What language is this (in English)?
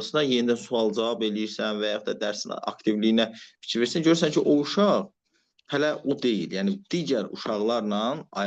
Azerbaijani